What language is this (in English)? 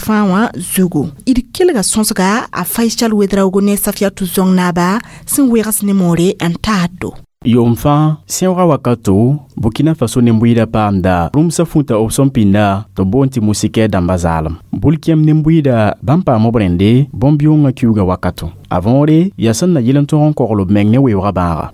Mossi